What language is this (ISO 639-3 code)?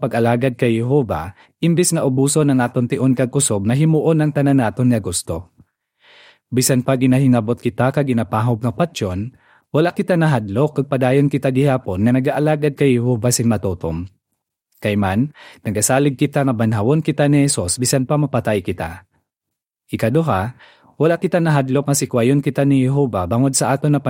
hil